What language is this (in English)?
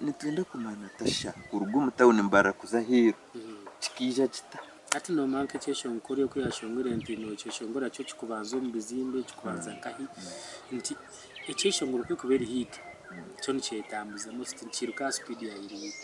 Nyankole